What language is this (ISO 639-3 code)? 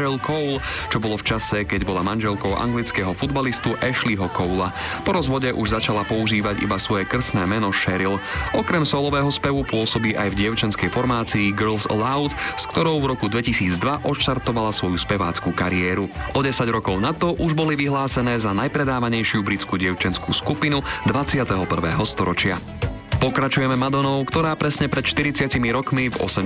slk